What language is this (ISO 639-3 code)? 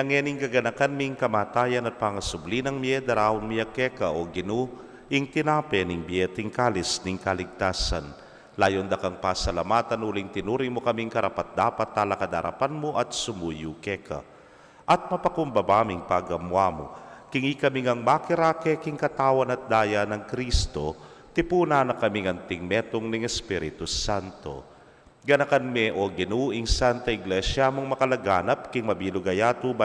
pam